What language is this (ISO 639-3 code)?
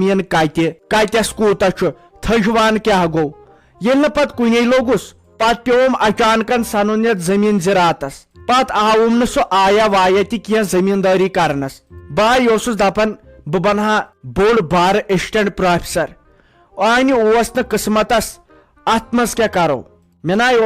kas